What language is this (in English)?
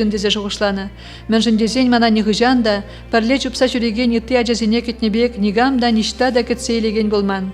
Chuvash